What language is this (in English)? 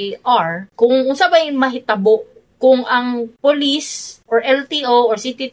Cebuano